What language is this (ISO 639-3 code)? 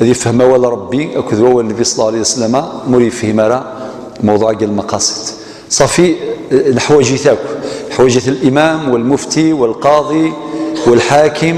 kab